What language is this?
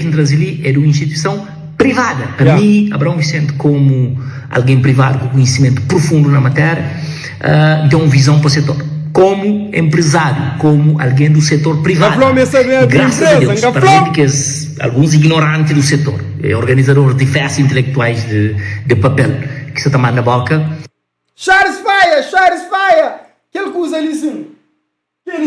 Kabuverdianu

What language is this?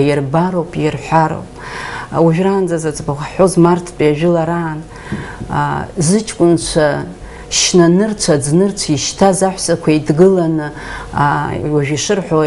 Abkhazian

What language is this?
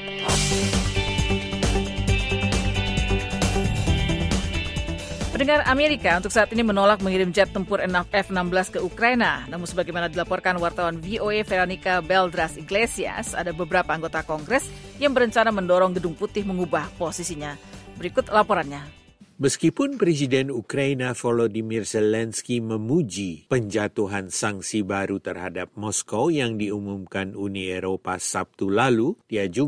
Indonesian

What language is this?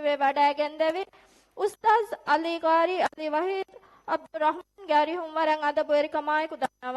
Divehi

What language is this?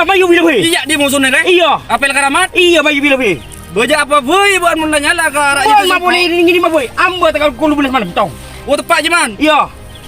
Madurese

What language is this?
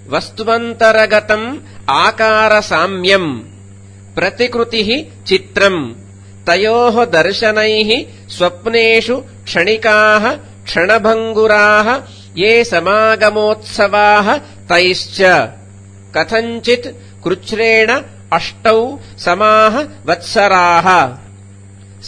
Sanskrit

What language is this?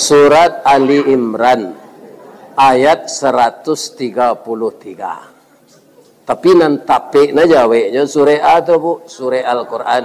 Minangkabau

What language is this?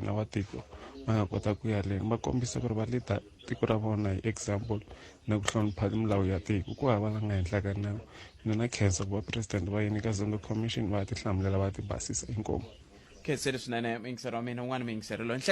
Tsonga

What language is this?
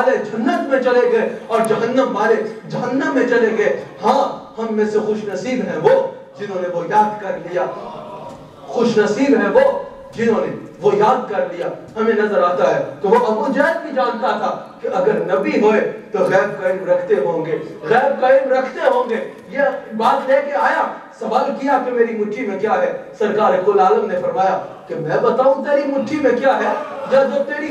Urdu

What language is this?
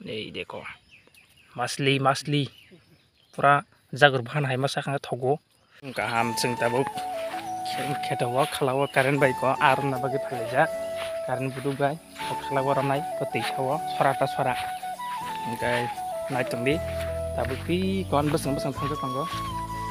Kok Borok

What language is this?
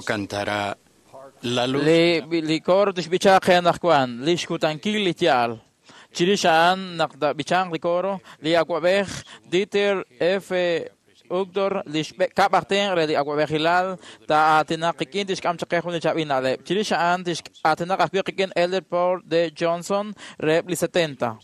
Kekchí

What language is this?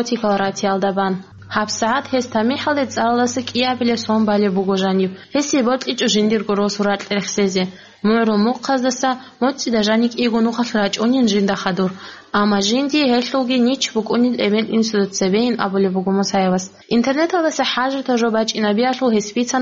Avaric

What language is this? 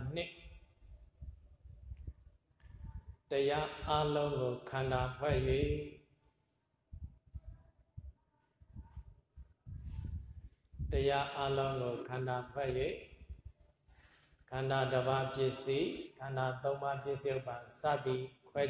Burmese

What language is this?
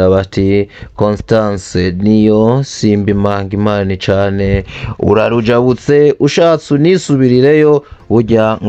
Rundi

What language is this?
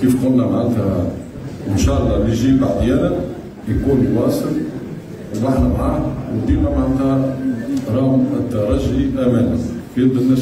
Tunisian Arabic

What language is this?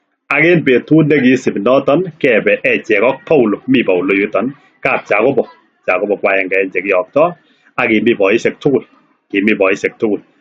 Kalenjin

